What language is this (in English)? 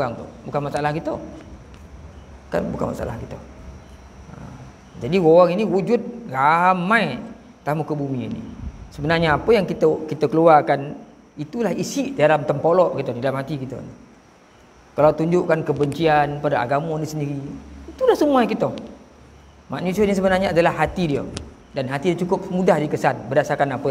Malay